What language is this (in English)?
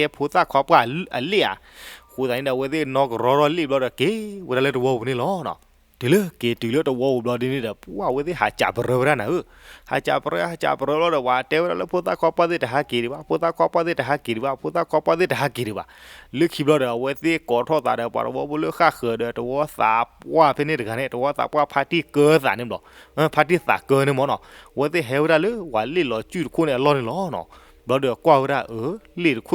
S'gaw Karen